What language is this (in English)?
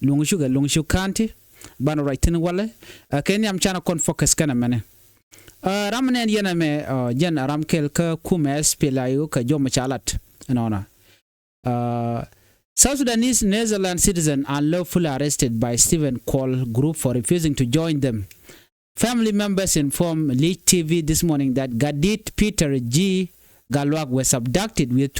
Nuer